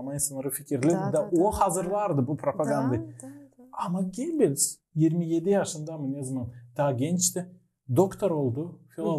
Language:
Gagauz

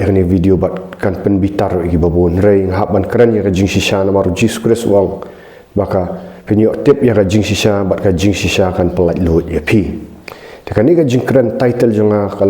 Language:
Khasi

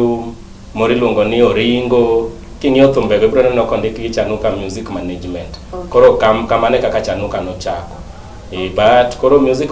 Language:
Luo (Kenya and Tanzania)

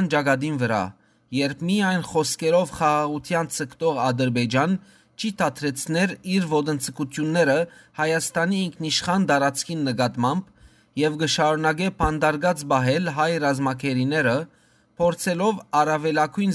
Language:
Western Armenian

